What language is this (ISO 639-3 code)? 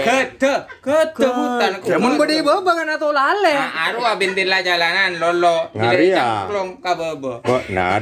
mad